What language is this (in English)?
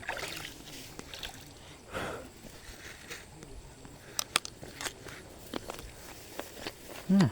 Lao